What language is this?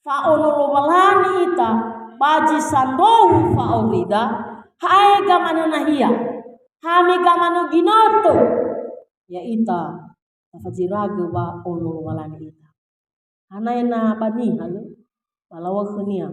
Nias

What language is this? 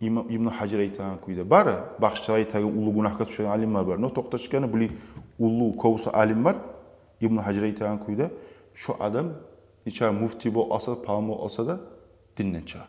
Kumyk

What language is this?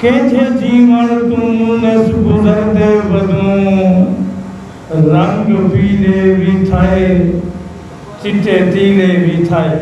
Saraiki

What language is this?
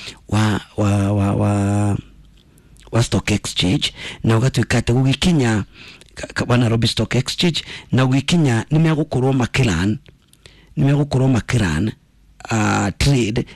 Kikuyu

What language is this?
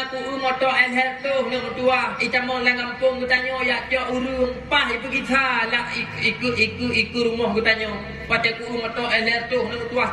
Achinese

